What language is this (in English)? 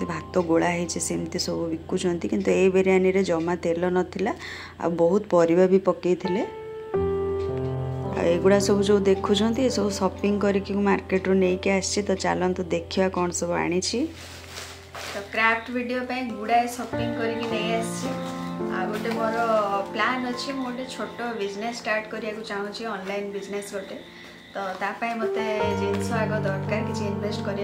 Odia